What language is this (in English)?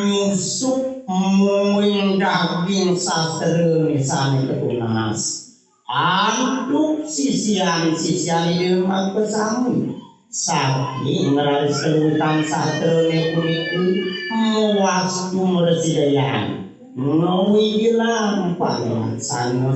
Balinese